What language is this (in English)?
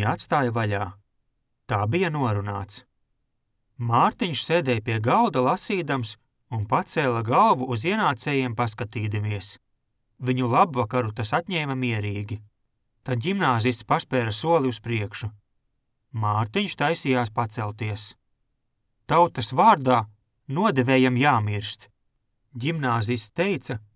Latvian